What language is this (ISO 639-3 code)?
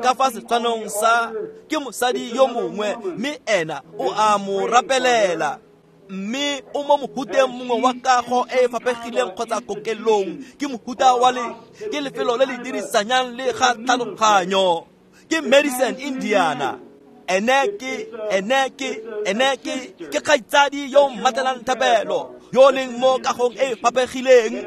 tsn